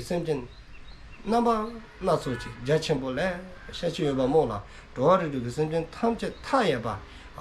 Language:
Dzongkha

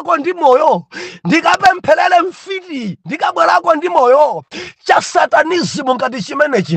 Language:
Nyanja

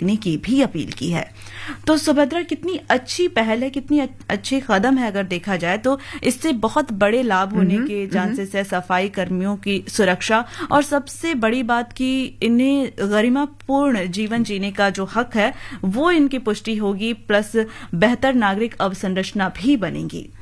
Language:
Hindi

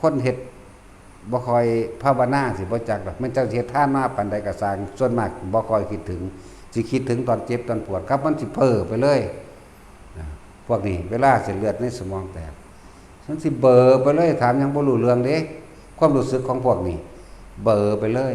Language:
Northeastern Thai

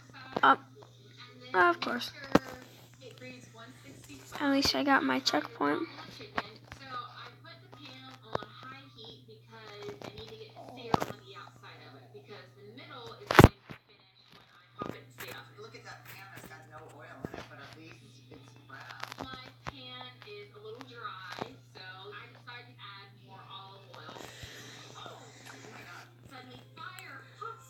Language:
English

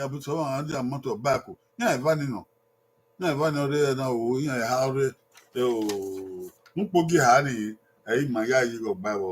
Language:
Bini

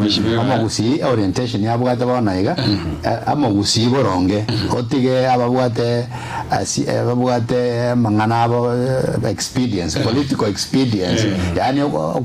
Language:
Gusii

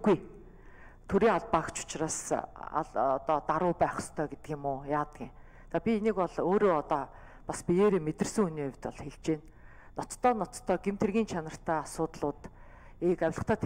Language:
Mongolian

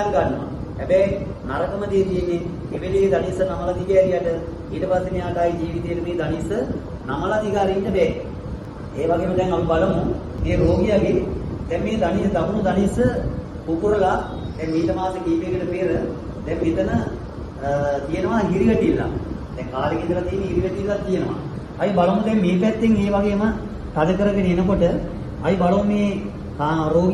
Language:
Sinhala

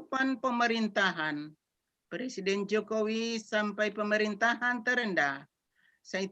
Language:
Batak Simalungun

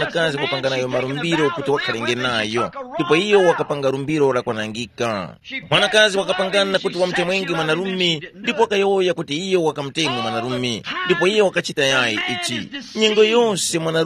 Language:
Tumbuka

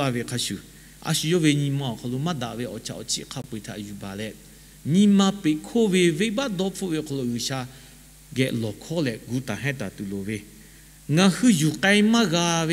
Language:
Lahu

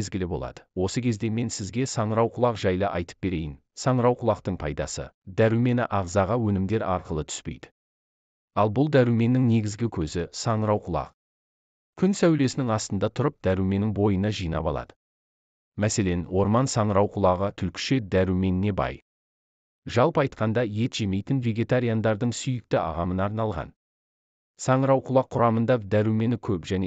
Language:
Kazakh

